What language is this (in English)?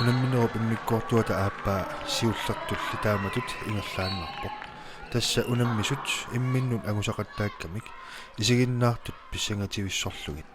Kalaallisut